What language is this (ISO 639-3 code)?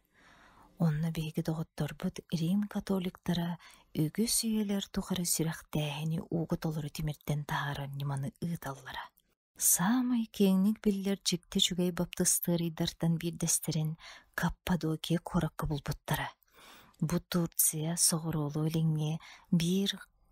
sah